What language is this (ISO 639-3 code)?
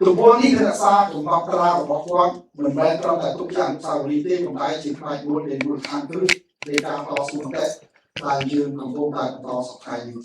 khm